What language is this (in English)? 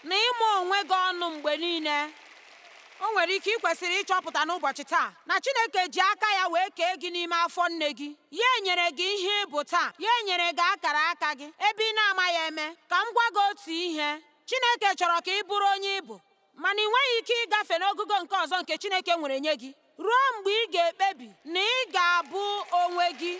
Igbo